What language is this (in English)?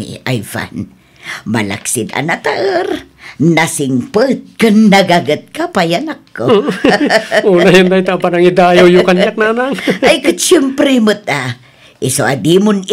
Iloko